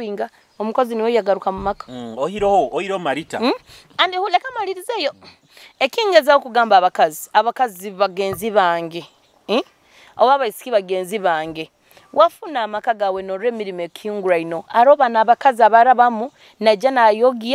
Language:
Nyoro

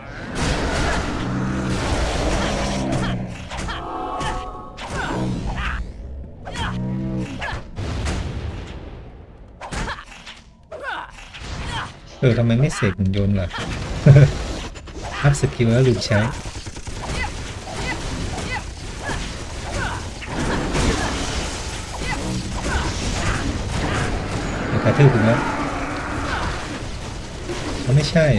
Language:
Thai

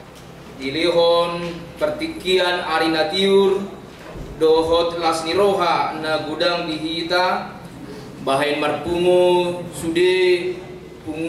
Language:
Batak Toba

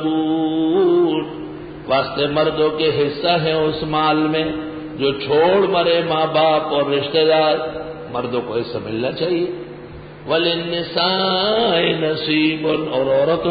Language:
Urdu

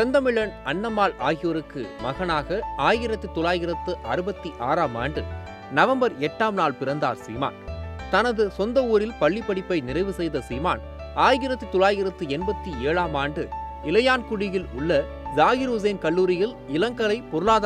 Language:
Tamil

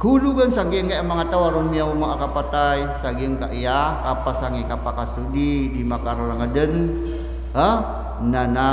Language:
Maranao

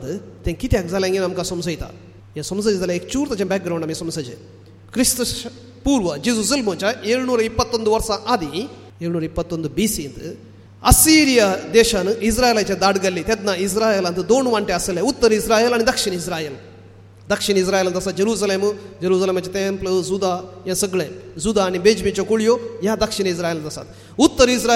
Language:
Konkani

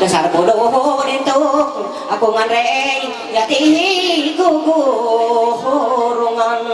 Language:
Ma'anyan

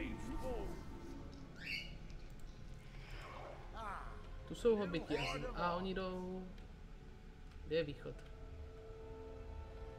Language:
Czech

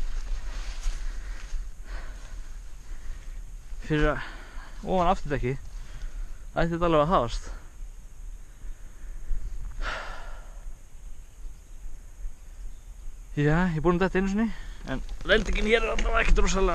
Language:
Icelandic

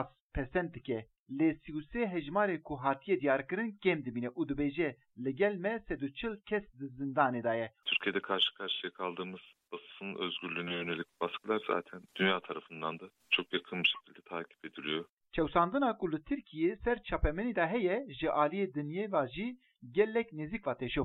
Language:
Kurdish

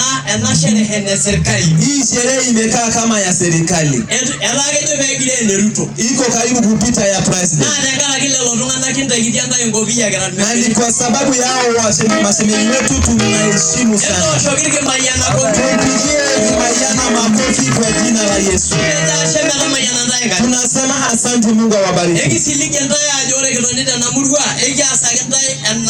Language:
Masai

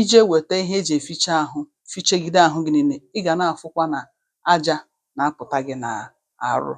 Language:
Igbo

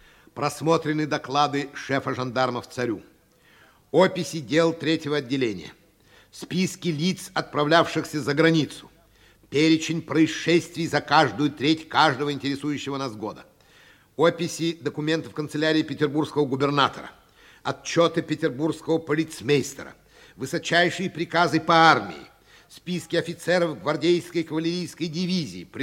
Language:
Russian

